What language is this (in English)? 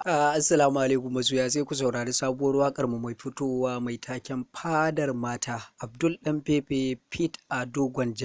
Hausa